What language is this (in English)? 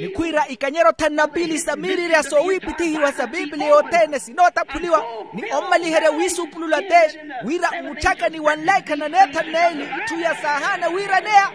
Makhuwa